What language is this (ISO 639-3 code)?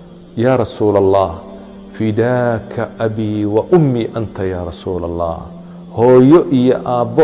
som